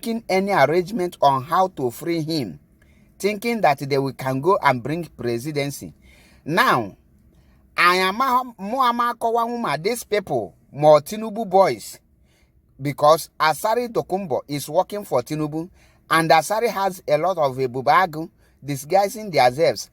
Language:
Igbo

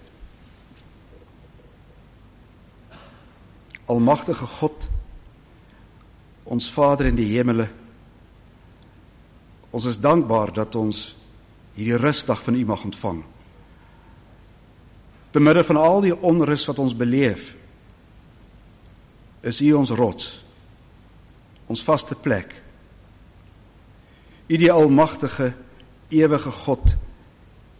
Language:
Afrikaans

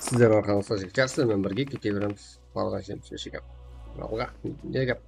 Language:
Kara-Kalpak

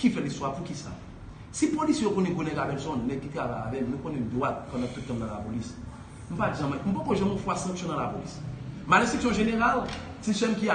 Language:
Haitian Creole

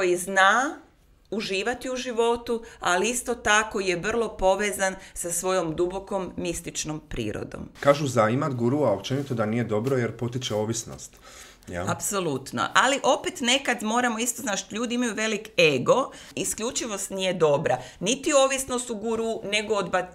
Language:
Croatian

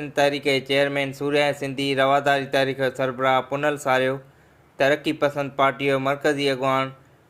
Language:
Sindhi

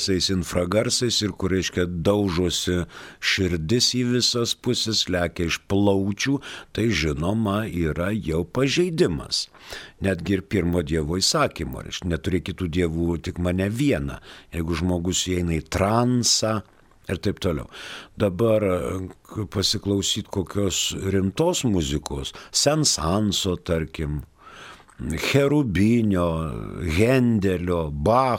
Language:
Lithuanian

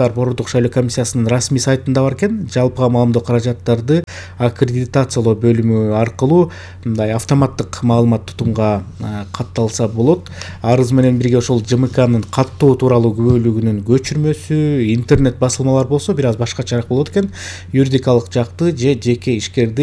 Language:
Kyrgyz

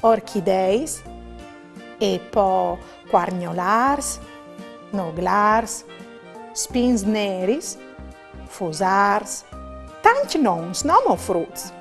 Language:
Friulian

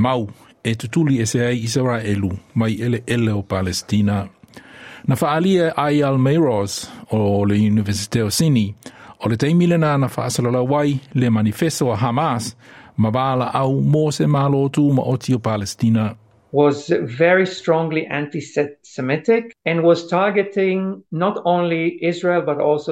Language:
Samoan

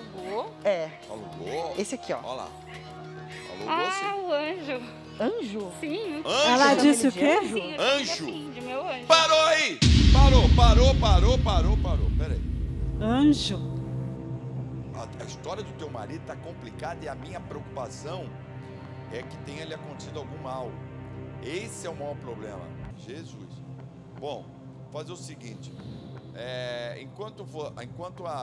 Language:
Portuguese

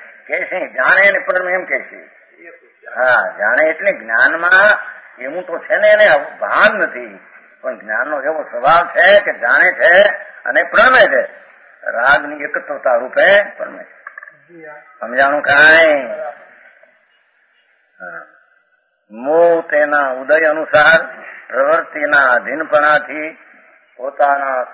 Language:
Gujarati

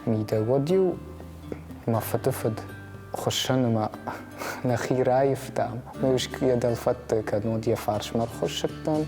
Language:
Ossetic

